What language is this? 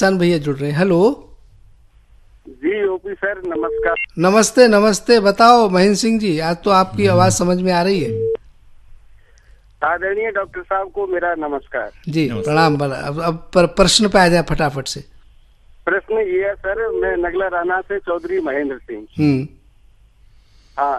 Hindi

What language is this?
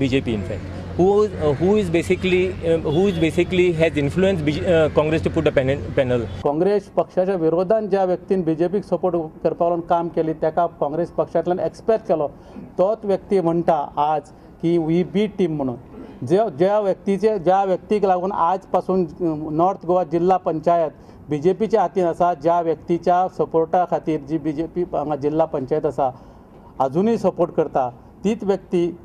Konkani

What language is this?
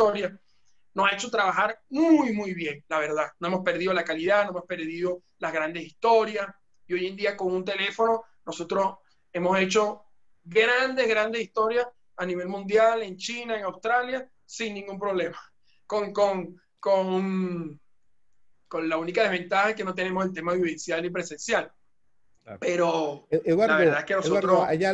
Spanish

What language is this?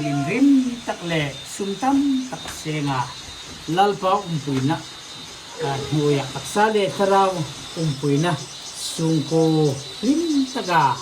Hmar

